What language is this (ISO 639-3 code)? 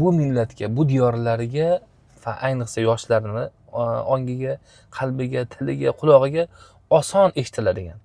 uzb